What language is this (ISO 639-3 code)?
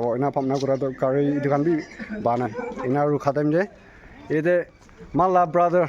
nag